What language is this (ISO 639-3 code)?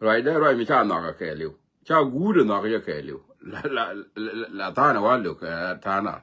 nus